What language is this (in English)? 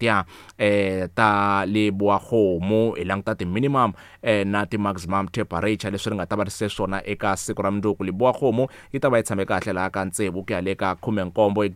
Tsonga